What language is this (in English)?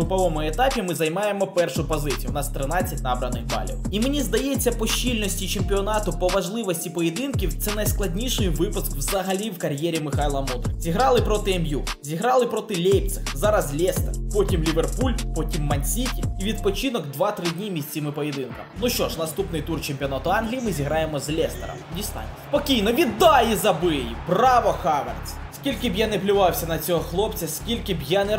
Ukrainian